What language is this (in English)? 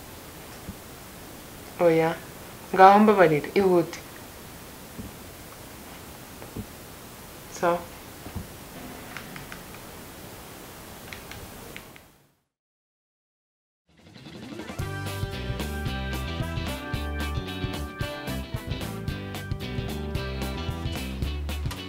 Kinyarwanda